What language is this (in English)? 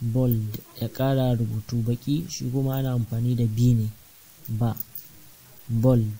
Hausa